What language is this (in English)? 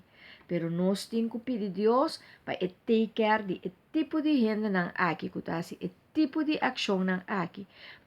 Papiamento